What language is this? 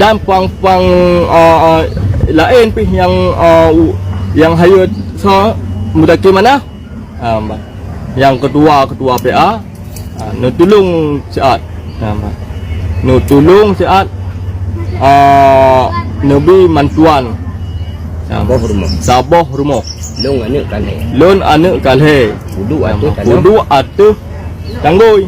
Achinese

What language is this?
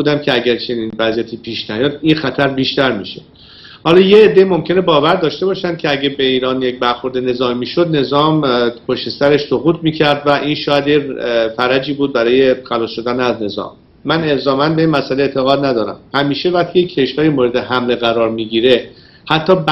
Persian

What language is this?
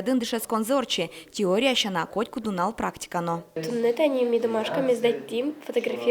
Udmurt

